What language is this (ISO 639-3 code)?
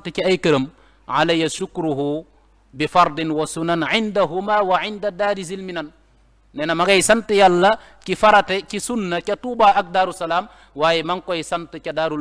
wol